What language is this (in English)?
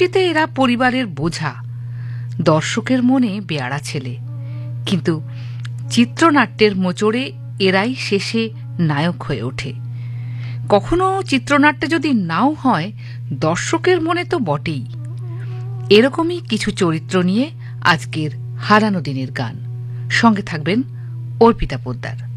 Bangla